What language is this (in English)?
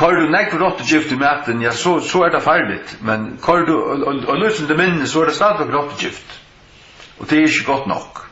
Faroese